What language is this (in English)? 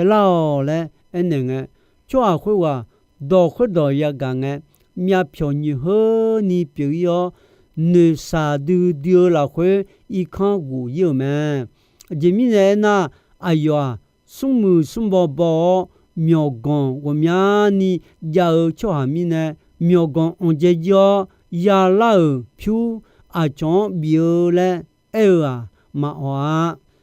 Akha